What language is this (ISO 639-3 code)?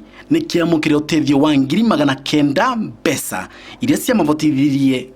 mer